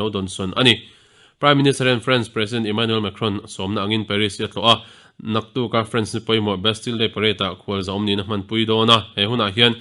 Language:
Mizo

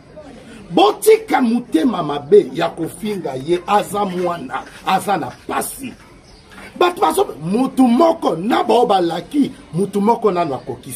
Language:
Lingala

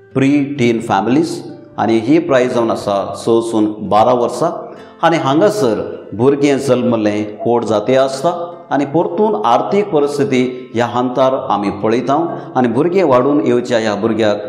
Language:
Konkani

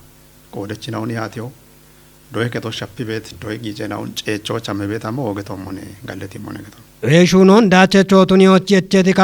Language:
Kafa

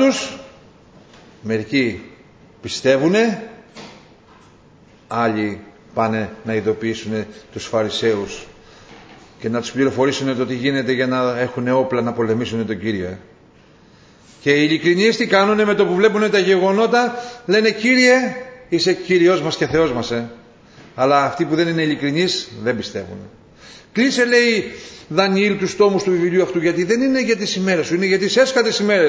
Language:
Greek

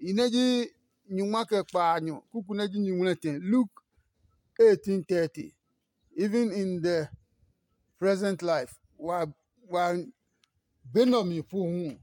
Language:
Adangme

